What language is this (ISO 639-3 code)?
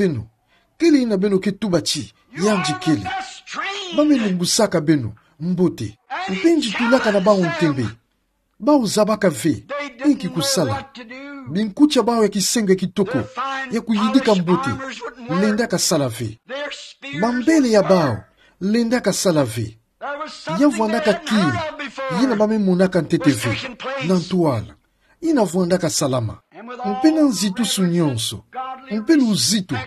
ktu